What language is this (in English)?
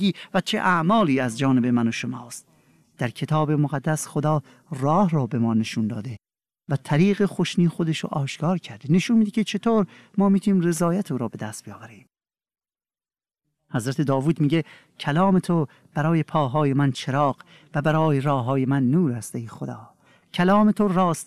Persian